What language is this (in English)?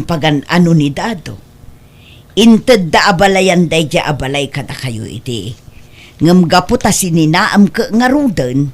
Iloko